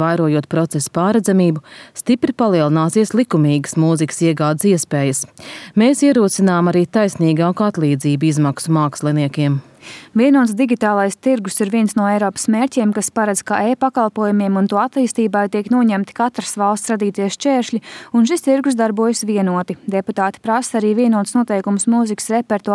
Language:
Latvian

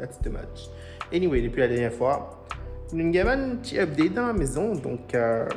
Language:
Morisyen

